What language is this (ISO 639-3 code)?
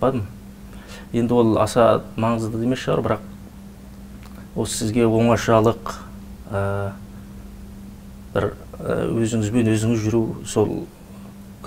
kaz